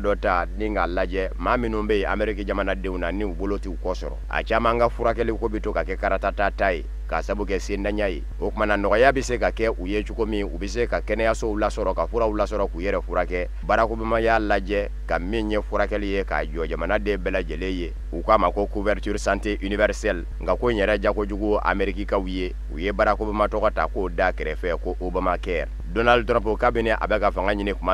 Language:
Bambara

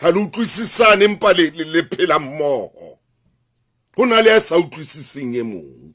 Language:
Southern Sotho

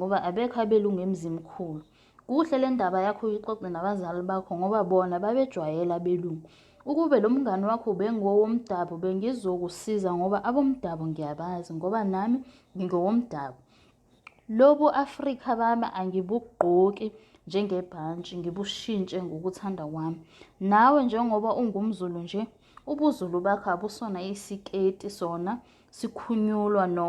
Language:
Zulu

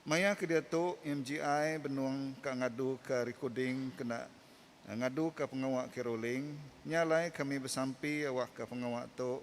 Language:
Iban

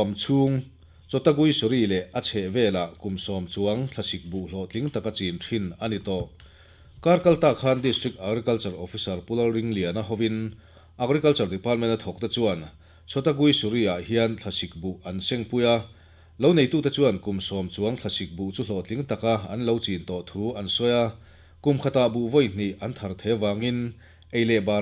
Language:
Mizo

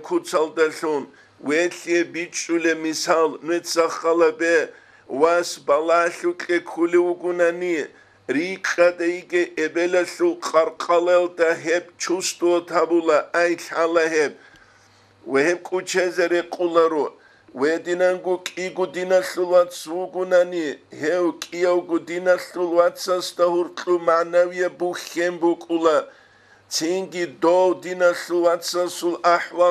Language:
Avaric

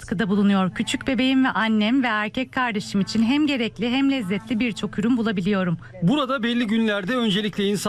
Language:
Turkish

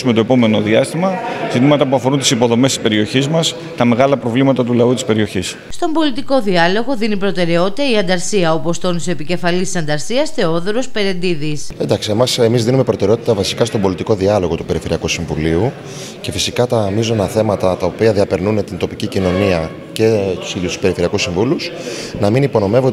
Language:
Greek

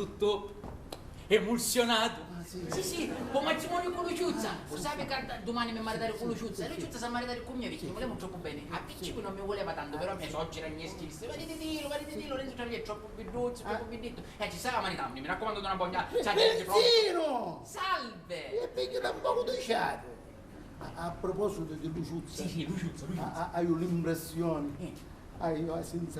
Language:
Sicilian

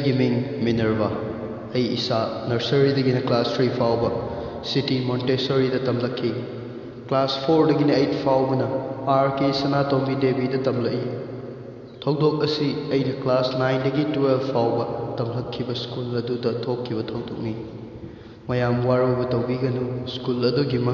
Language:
Manipuri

